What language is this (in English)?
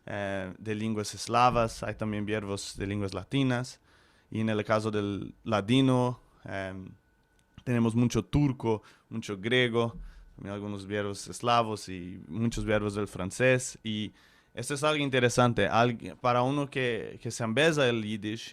Ladino